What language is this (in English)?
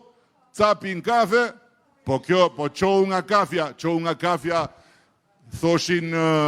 Albanian